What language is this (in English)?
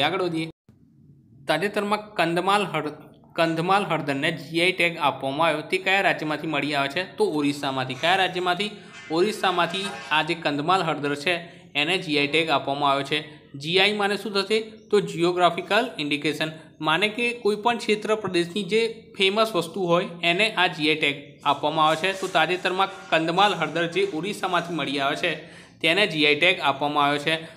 Gujarati